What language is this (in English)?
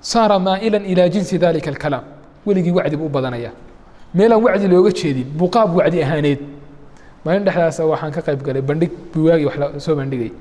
Somali